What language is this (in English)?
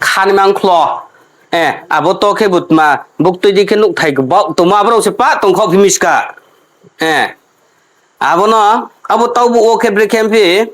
Riang (India)